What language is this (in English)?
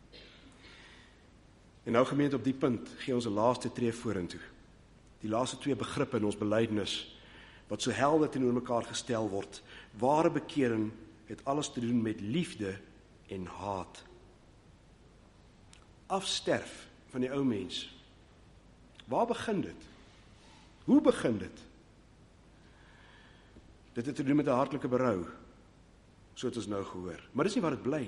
Afrikaans